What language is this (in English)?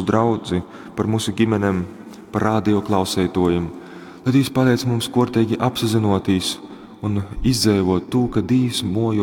Latgalian